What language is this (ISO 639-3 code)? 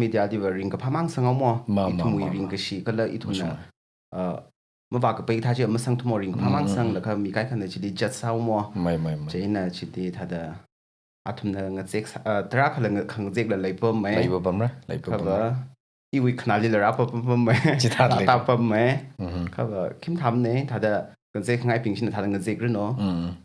nmf